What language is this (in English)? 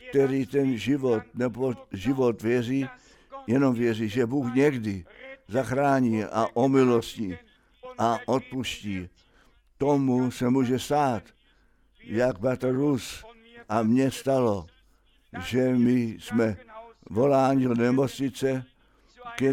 Czech